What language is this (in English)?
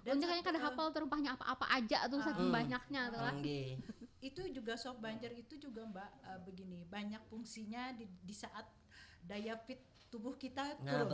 Banjar